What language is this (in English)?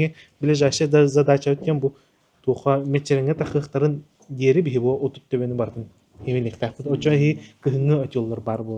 Yakut